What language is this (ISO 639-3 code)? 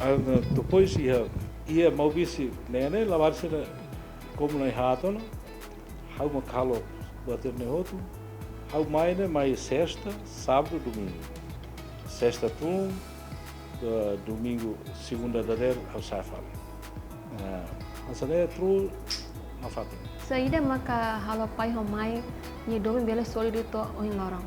tet